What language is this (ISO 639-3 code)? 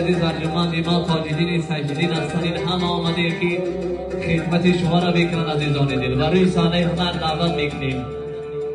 tgk